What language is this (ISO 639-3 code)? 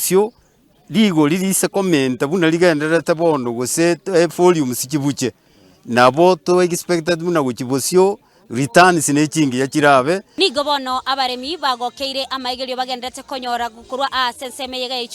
guz